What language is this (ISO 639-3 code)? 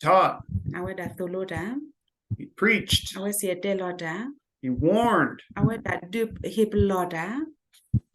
ksw